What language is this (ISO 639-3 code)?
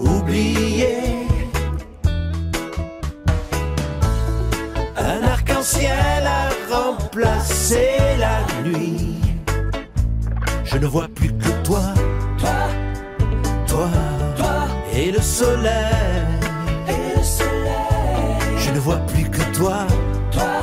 fra